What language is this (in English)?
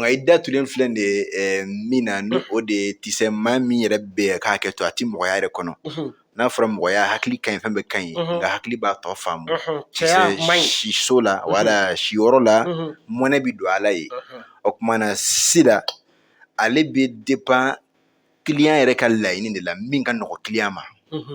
Bambara